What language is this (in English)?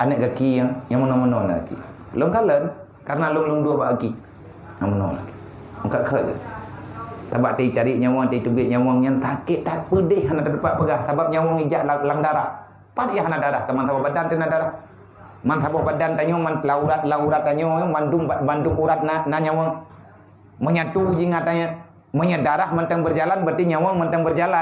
Achinese